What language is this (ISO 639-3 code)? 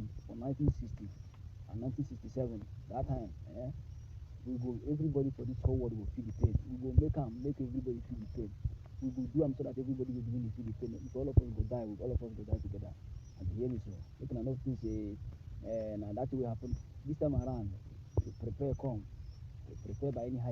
pcm